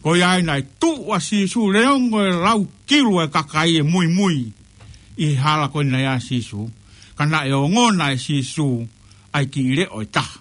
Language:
Tongan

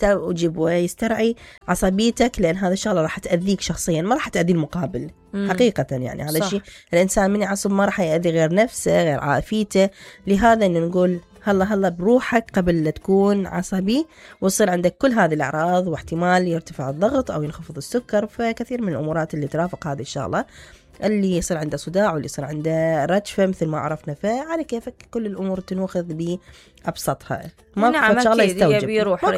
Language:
Mesopotamian Arabic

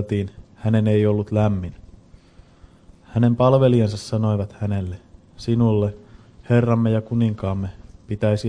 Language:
Finnish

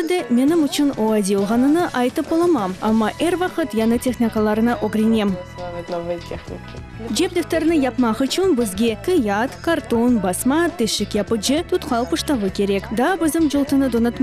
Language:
Crimean Tatar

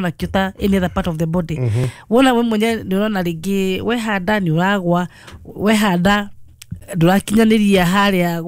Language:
Kikuyu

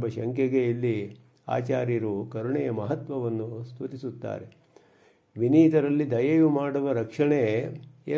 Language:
Kannada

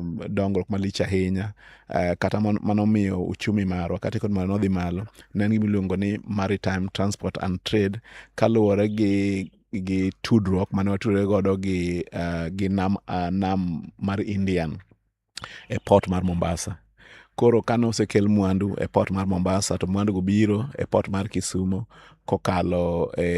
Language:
Luo (Kenya and Tanzania)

